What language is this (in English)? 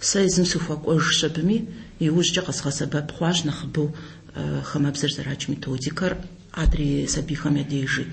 Kabardian